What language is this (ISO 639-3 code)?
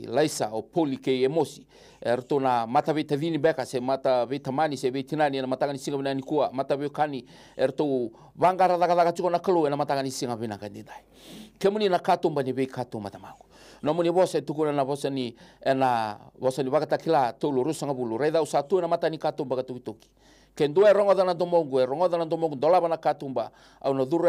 fij